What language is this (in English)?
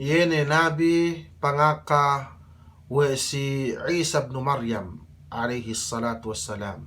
Yakan